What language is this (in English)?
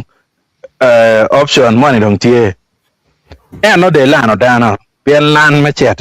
Acoli